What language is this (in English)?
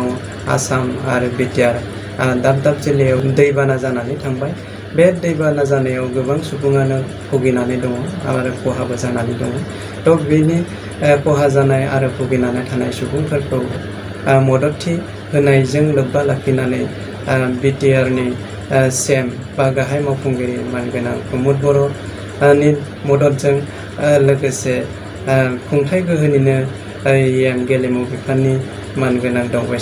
Bodo